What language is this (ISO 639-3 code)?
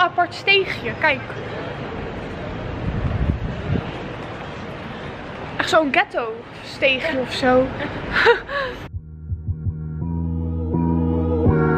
nld